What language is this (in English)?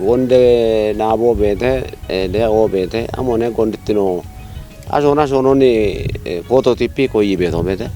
Kafa